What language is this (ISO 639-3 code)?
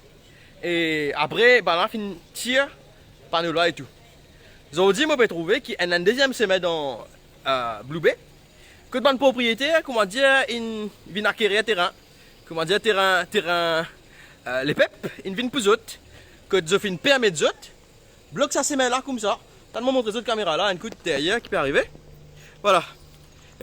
mfe